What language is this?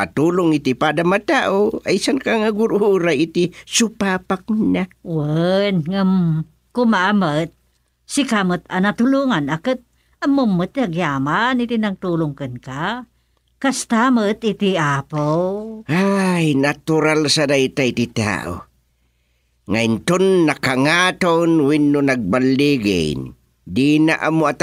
Iloko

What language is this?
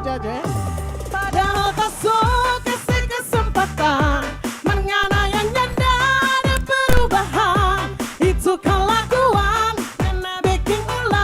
Manado Malay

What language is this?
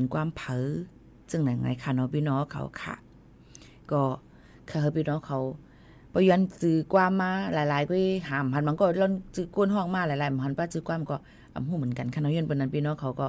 Shan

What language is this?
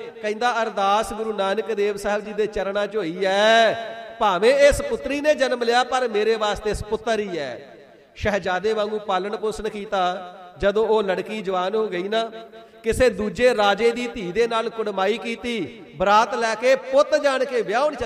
Punjabi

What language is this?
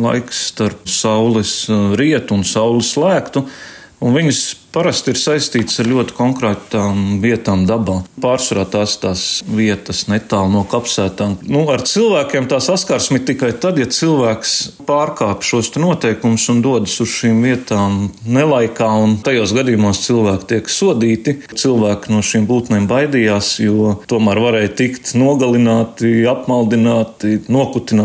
Latvian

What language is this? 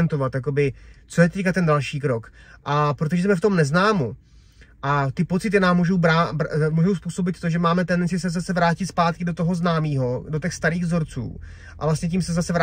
Czech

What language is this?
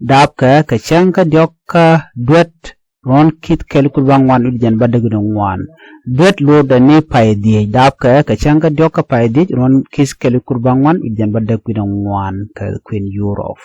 Nuer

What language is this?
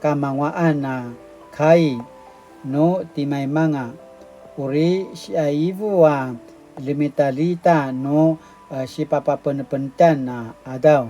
Paiwan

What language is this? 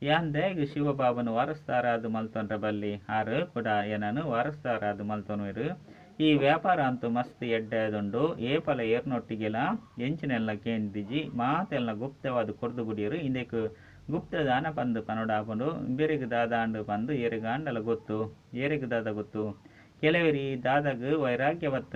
Tulu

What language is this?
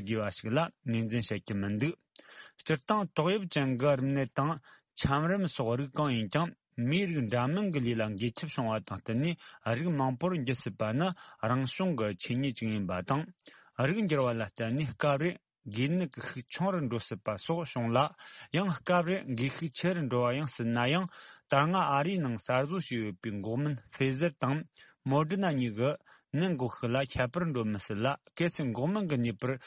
Tibetan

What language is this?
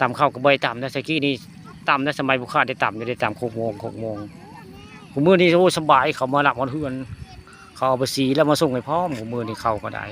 Northeastern Thai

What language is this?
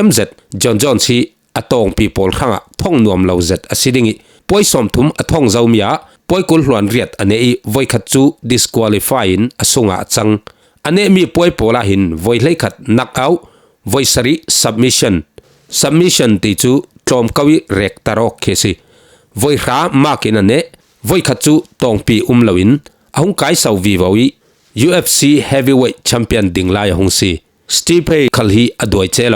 Falam Chin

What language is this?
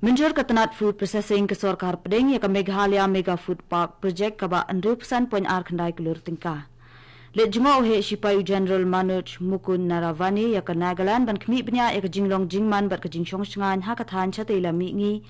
Khasi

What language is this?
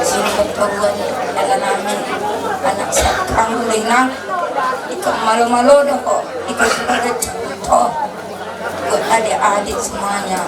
Batak Toba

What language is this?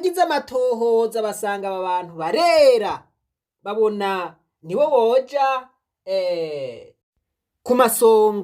Rundi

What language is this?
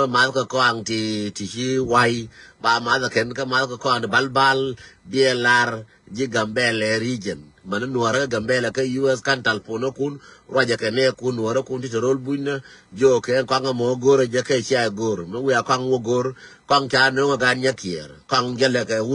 Nuer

